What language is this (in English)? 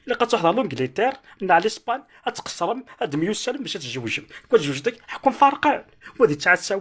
Kabyle